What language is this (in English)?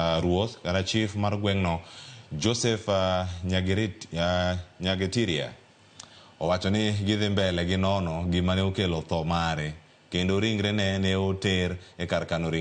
Luo (Kenya and Tanzania)